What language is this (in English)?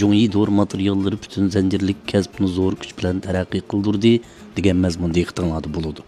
Uyghur